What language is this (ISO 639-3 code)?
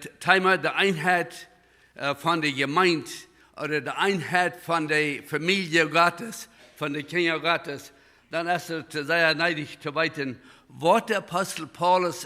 pdt